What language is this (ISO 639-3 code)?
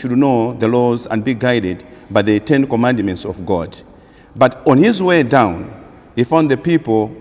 eng